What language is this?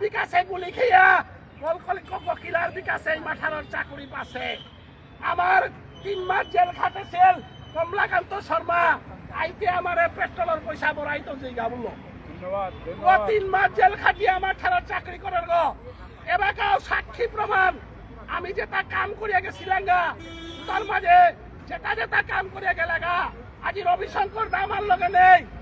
Bishnupriya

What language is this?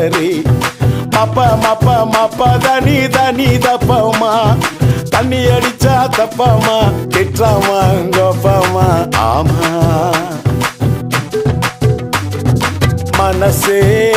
Tamil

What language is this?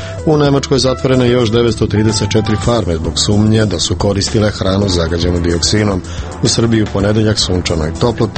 Serbian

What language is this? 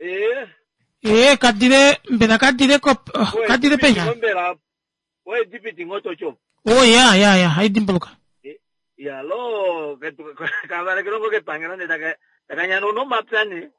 Kuanyama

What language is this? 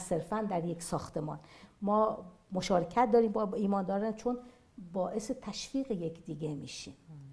Persian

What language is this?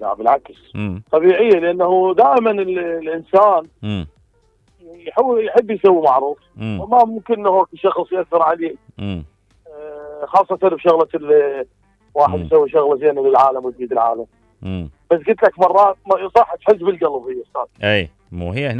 Mesopotamian Arabic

